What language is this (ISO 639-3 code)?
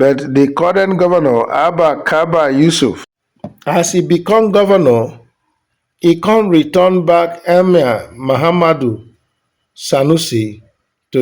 pcm